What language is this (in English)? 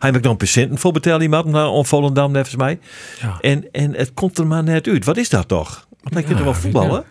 Western Frisian